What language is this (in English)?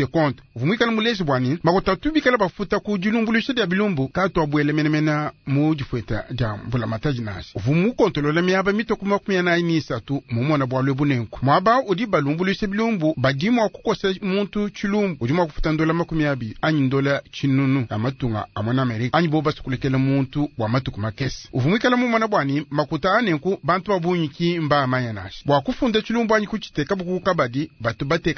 Luba-Lulua